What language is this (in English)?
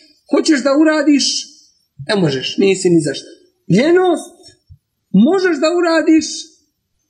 Bosnian